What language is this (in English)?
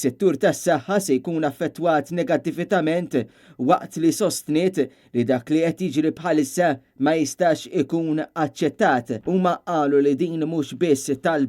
Maltese